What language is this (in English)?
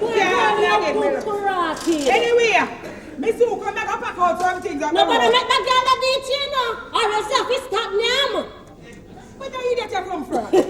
Jamaican Creole English